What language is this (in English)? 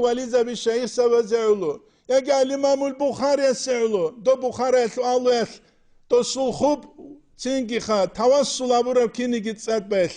Avaric